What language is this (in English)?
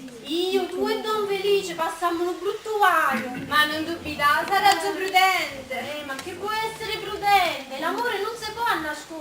Neapolitan